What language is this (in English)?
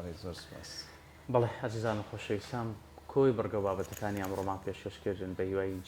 Central Kurdish